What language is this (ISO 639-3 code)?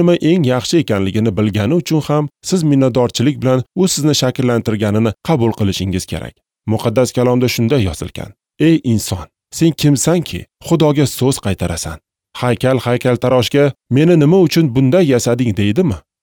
uzb